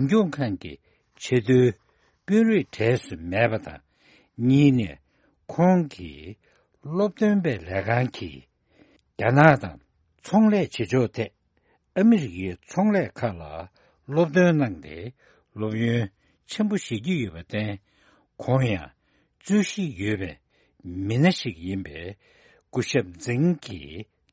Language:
Tibetan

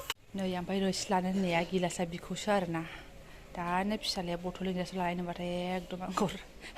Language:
Bodo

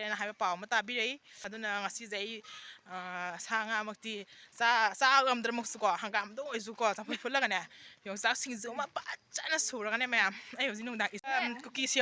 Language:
Manipuri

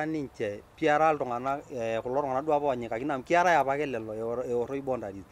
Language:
Masai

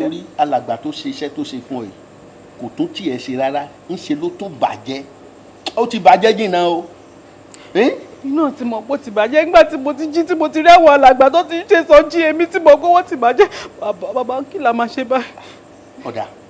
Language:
Yoruba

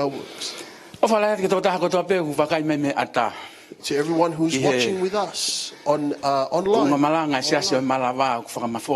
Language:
Tongan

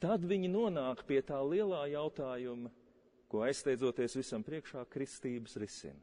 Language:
Latvian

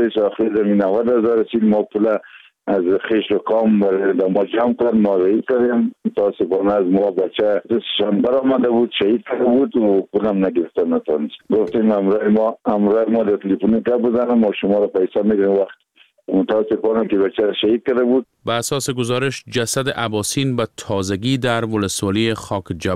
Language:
Persian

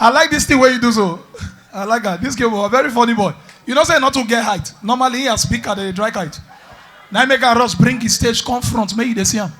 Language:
Nigerian Pidgin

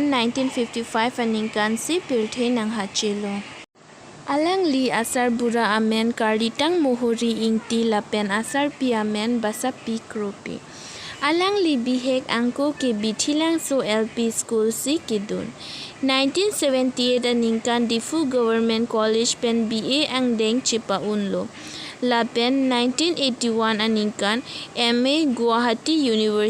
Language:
Karbi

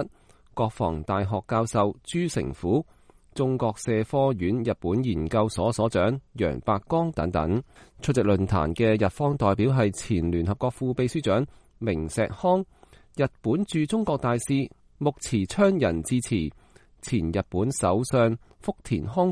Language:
Cantonese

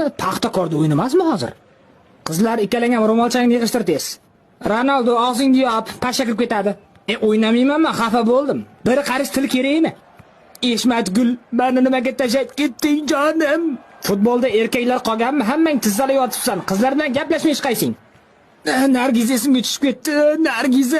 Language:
Uzbek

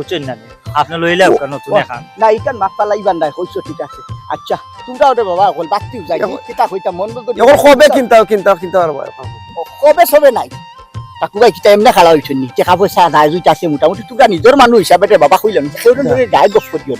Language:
Sylheti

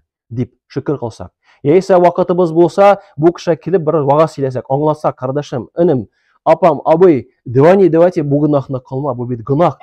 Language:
Tatar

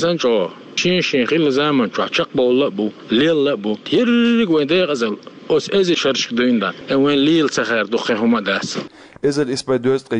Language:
Chechen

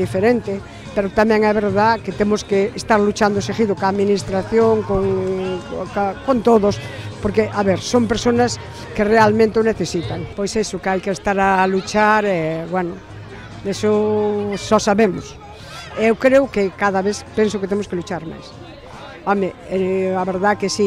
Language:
Galician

